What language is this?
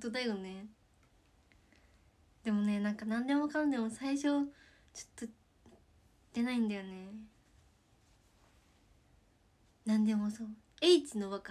Japanese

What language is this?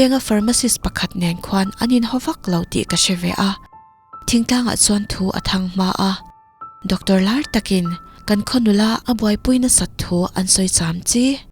Mizo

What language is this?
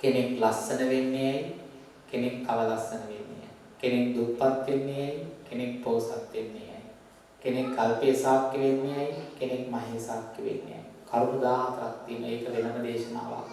Sinhala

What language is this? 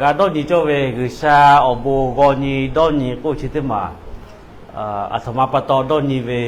Lahu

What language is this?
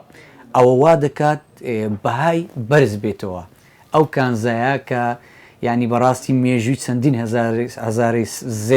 Central Kurdish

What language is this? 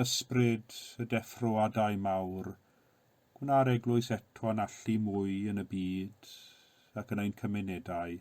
Welsh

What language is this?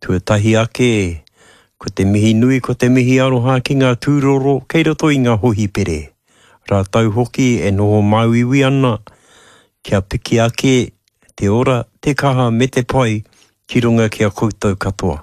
Māori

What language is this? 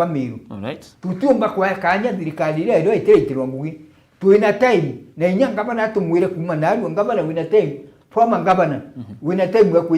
Meru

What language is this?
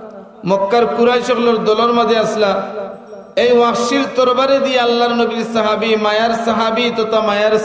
Sylheti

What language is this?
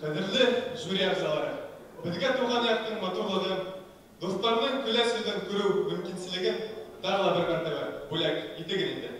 Bashkir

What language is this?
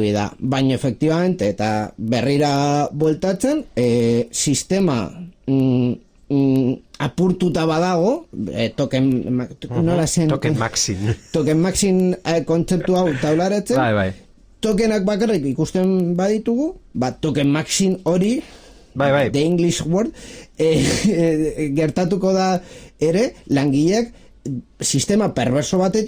Basque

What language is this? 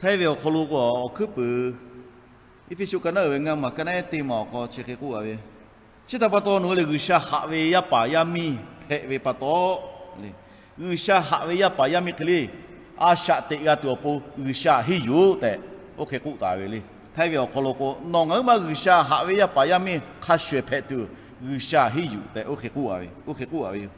Lahu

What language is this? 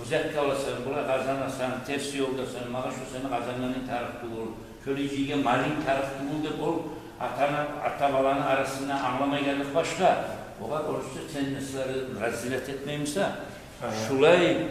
Kumyk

